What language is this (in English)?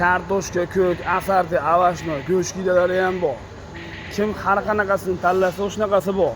Uzbek